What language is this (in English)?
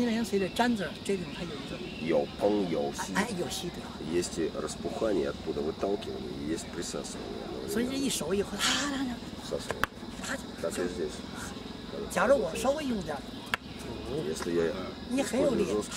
Chinese